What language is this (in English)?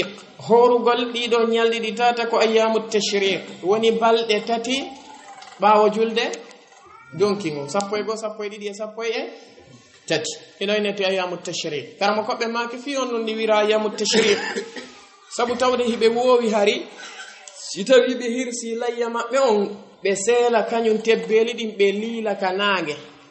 Fula